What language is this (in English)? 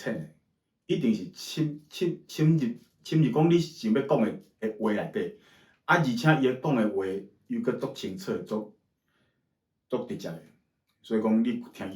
Min Nan Chinese